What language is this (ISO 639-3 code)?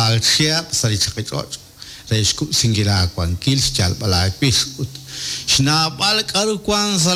kek